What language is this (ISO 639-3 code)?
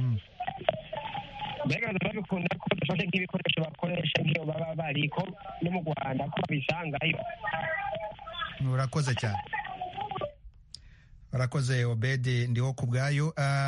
kin